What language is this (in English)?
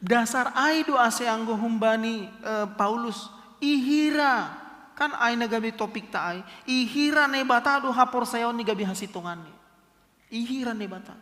Batak Simalungun